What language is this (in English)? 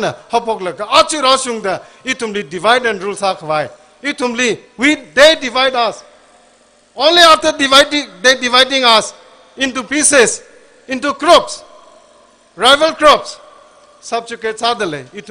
Tangkhul Naga (India)